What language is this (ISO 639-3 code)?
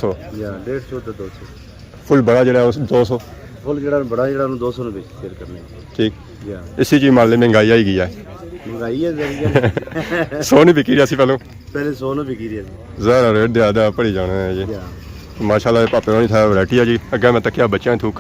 phr